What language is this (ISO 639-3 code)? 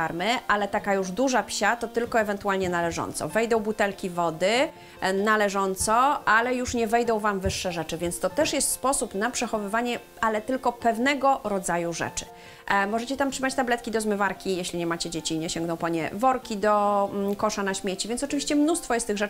pol